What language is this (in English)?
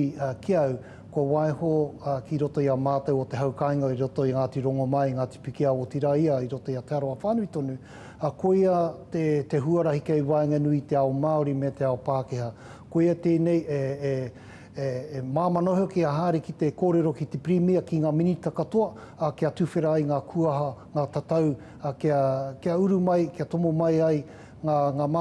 Māori